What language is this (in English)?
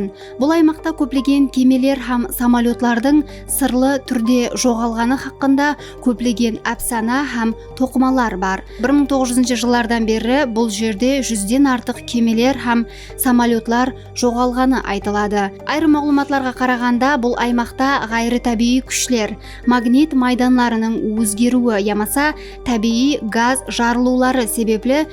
Kara-Kalpak